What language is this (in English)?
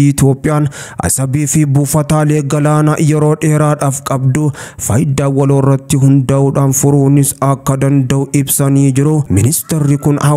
Oromo